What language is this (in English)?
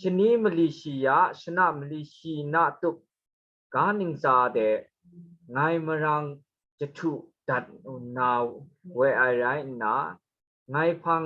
Kachin